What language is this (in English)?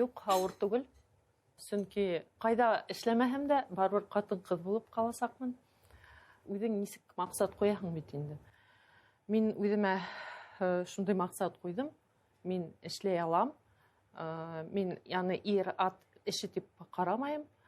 Bashkir